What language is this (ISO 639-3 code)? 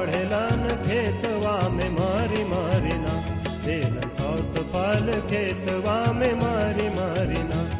bho